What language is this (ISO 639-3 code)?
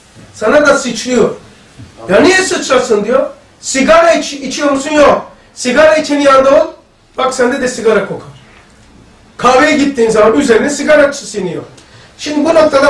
tur